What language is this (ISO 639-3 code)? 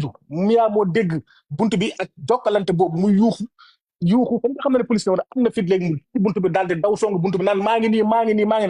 wol